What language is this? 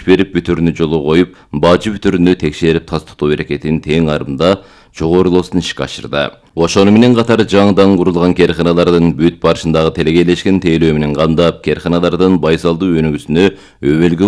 Kyrgyz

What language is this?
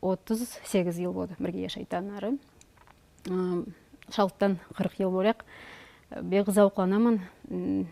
Nogai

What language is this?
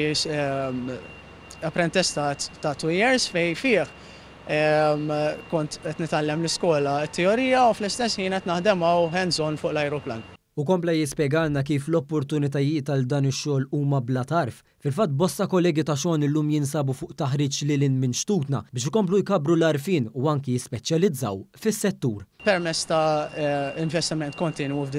Maltese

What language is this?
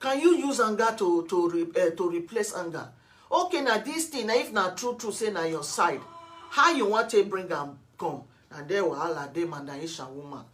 Nigerian Pidgin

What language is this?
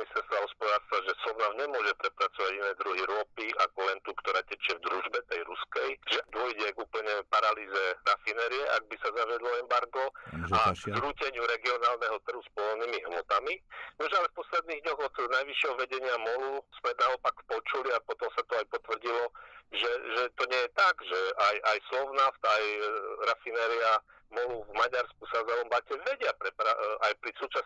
Slovak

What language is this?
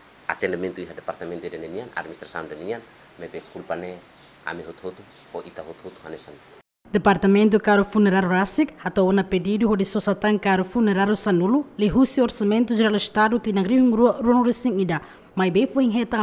Tetum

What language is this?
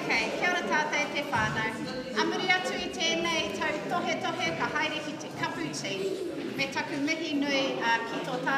Māori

